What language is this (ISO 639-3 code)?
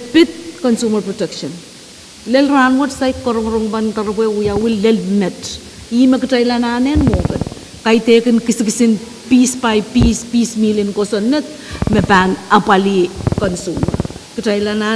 pon